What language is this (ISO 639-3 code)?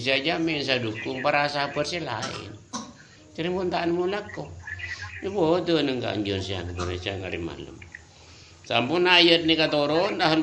mad